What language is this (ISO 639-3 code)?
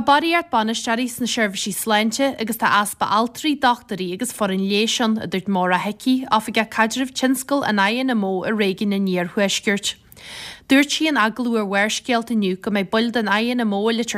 gle